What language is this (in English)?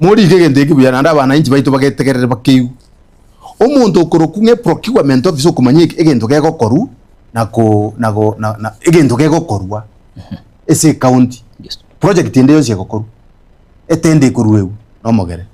Gusii